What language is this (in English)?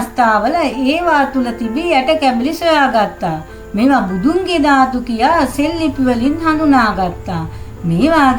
Sinhala